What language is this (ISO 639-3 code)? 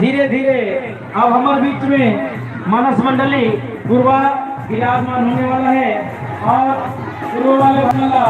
hne